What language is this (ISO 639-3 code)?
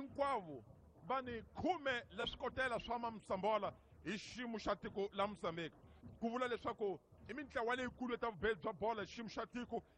tso